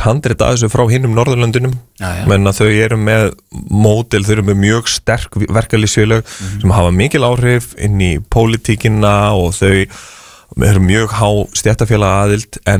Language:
Icelandic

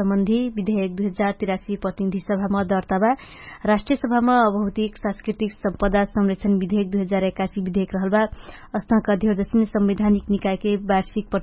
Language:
Dangaura Tharu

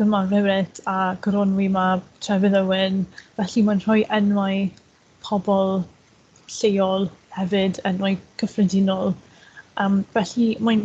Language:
Welsh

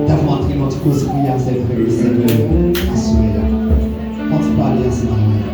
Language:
Haitian Creole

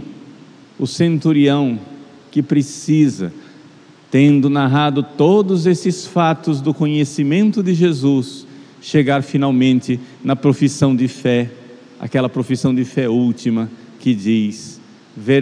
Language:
Portuguese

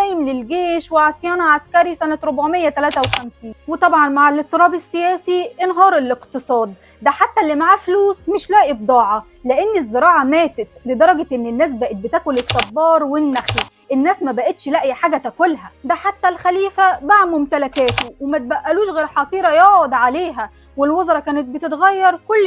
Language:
Egyptian Arabic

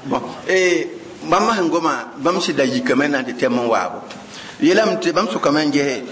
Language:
Mossi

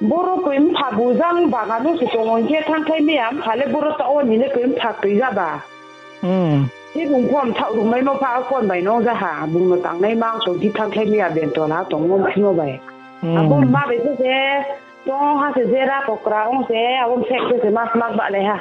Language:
Riang (India)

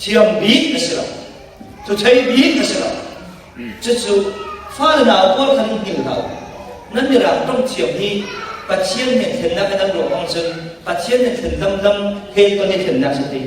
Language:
Falam Chin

